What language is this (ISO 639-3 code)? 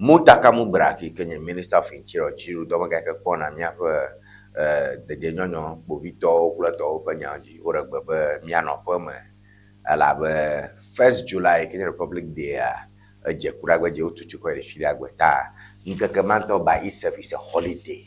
ewe